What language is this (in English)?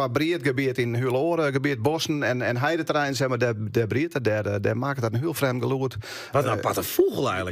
Western Frisian